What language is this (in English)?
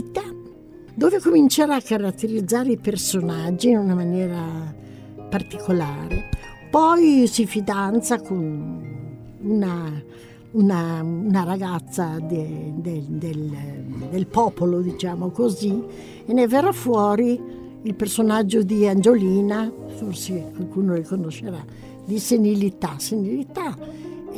Italian